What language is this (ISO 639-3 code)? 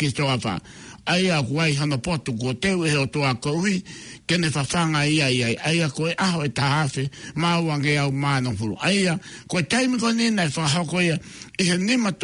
ton